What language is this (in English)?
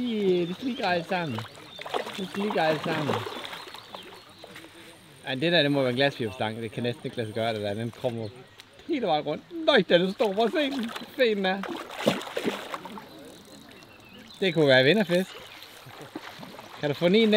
Danish